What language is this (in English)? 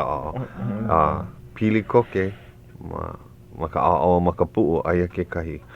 Hawaiian